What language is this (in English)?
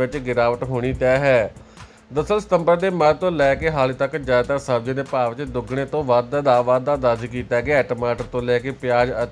Punjabi